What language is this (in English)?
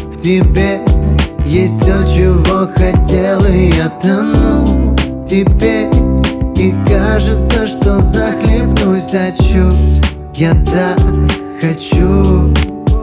Russian